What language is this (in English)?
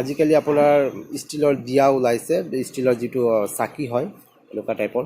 Assamese